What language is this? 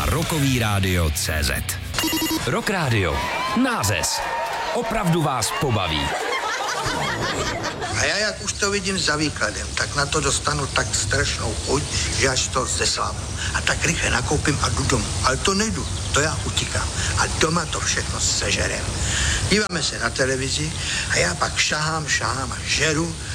Czech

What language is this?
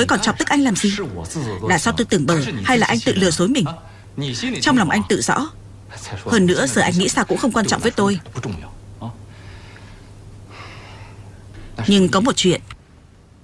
Vietnamese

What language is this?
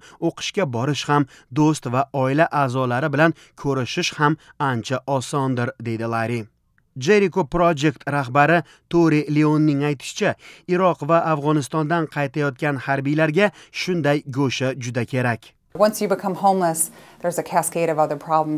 Uzbek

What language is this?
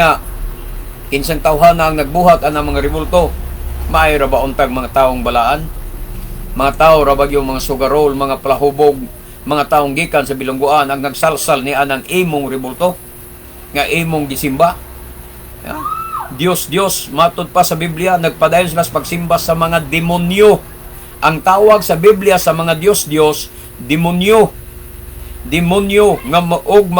Cebuano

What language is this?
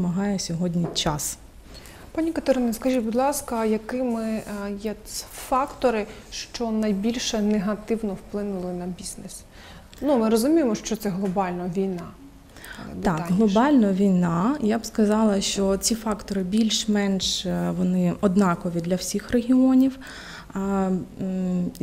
Ukrainian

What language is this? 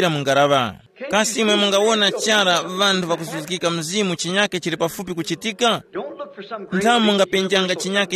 Tumbuka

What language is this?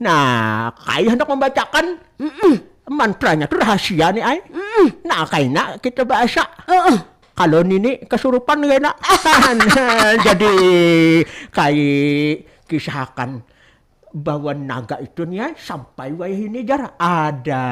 Banjar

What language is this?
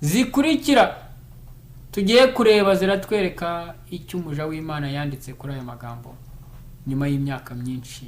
Kinyarwanda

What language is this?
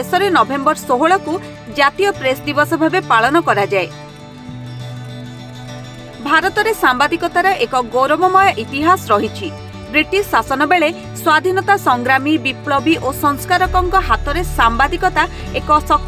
Odia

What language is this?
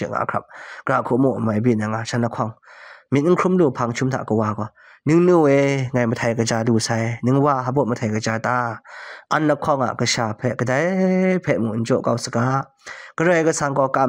Kachin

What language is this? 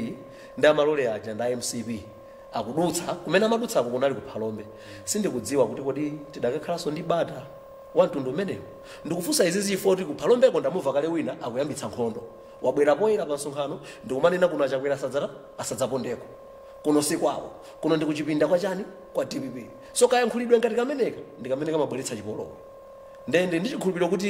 Nyanja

